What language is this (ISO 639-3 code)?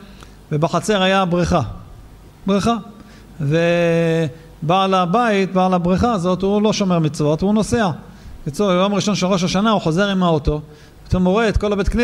heb